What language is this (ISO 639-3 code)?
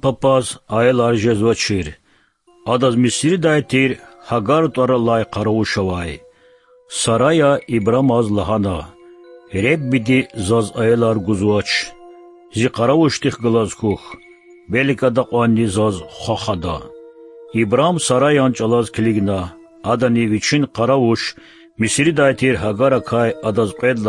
lez